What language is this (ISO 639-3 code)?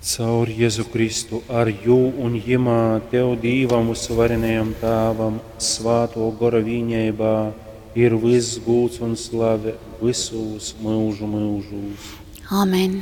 ltg